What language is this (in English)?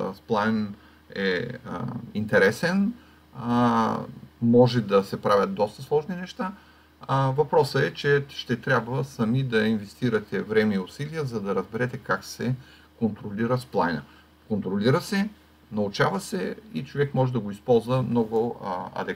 Bulgarian